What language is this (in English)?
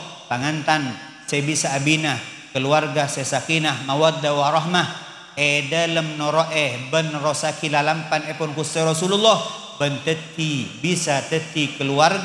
Madurese